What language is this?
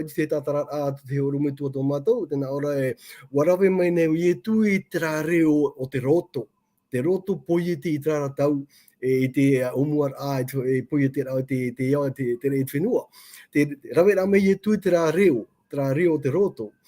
Tahitian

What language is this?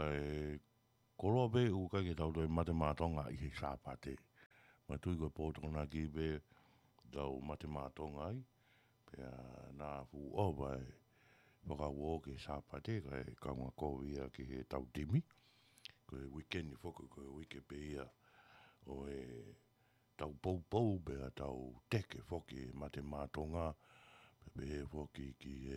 Tongan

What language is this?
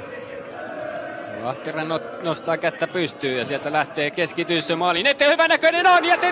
Finnish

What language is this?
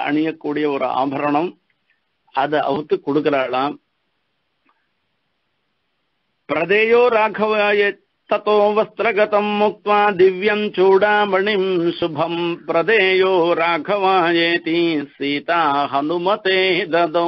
Tamil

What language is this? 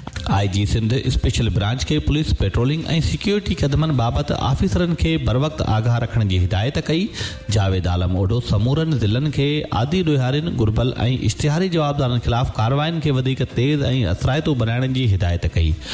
Sindhi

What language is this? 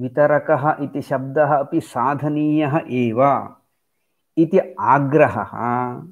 Sanskrit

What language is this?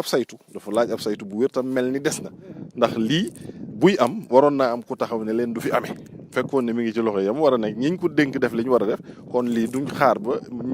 Wolof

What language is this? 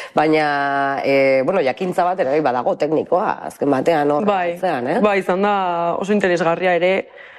Basque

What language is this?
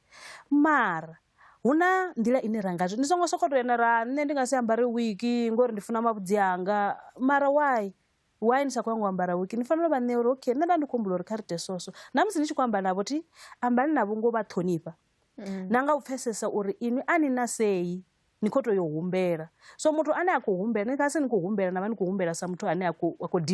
Venda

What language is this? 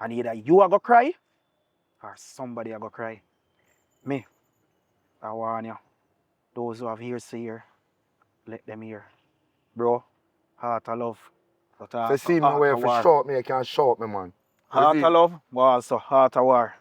Jamaican Creole English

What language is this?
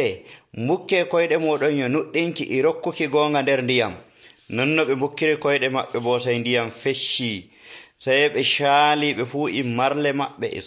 Nigerian Fulfulde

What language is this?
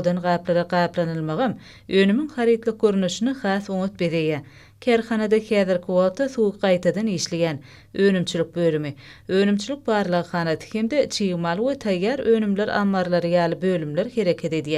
Turkmen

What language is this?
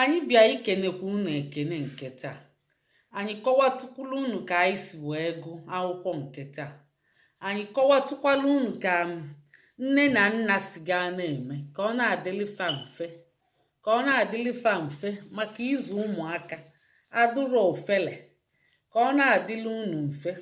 Igbo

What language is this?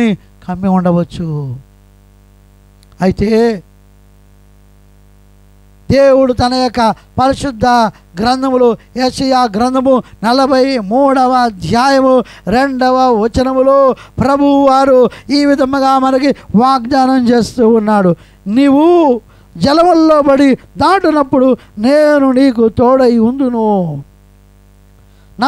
Telugu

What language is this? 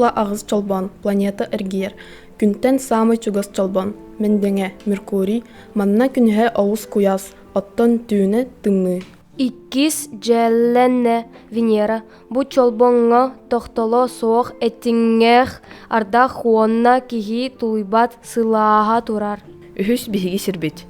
Yakut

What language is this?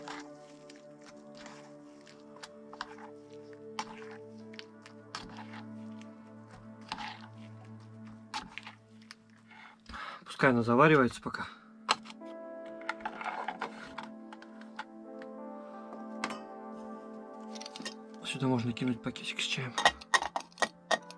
Russian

